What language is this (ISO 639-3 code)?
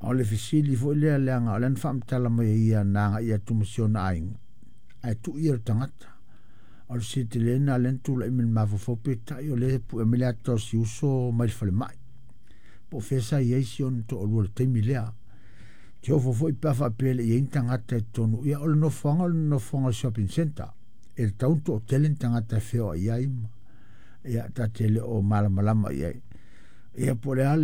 smo